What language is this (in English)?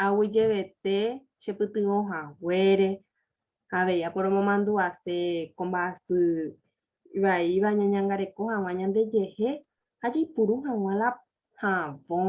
Guarani